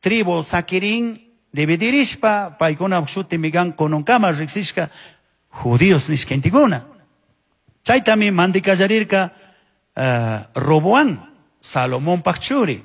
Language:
Chimborazo Highland Quichua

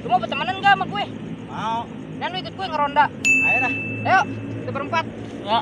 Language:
Betawi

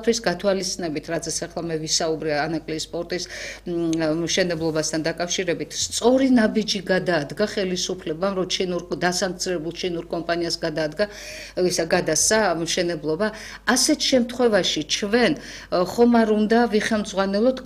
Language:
Georgian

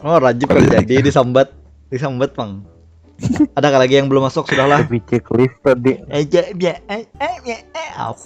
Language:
Banjar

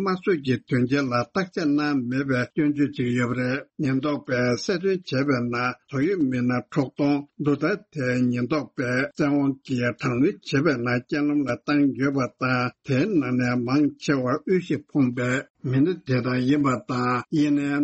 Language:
Tibetan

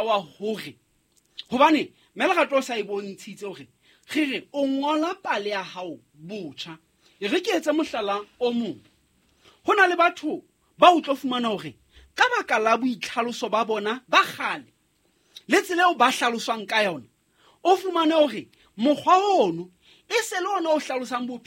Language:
Southern Sotho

